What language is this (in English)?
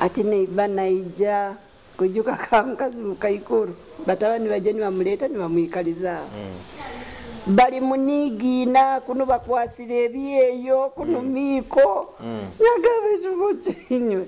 Nyoro